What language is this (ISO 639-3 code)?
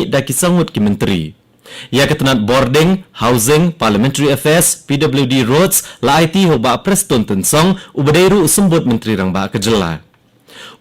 kha